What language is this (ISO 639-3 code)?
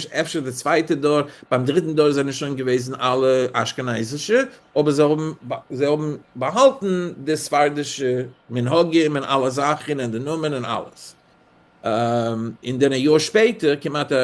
yid